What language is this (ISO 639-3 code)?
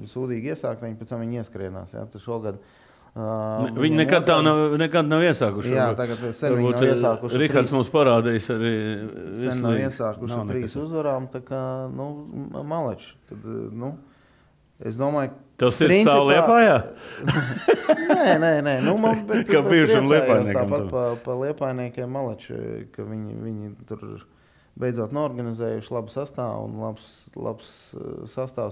lav